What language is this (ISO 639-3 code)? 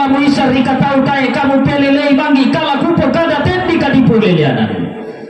sda